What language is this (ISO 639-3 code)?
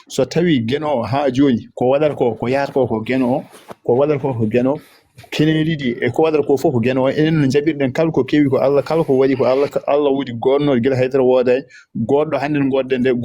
ful